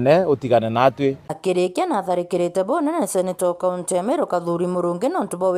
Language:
Meru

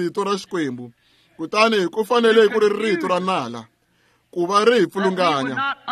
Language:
Tsonga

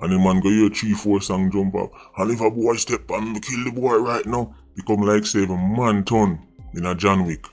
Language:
Jamaican Creole English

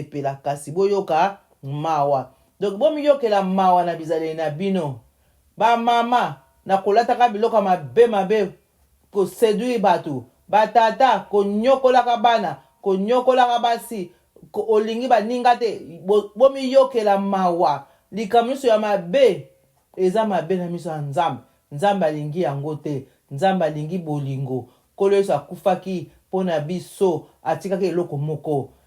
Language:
Lingala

